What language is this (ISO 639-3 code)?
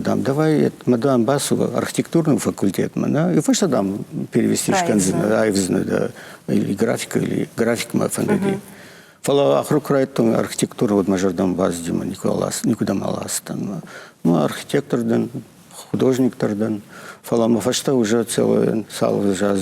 oss